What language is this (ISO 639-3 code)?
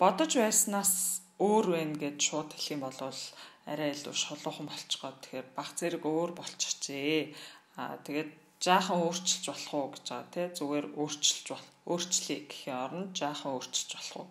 mon